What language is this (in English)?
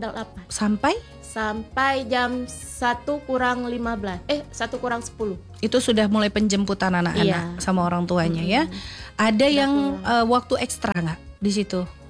Indonesian